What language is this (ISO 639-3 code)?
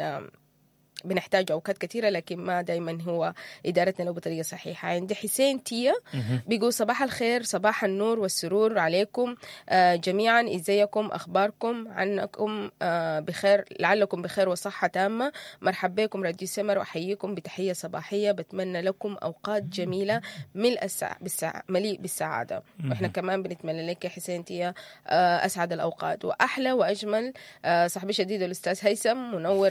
apd